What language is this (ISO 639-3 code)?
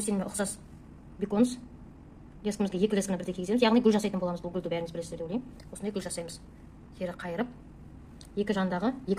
kaz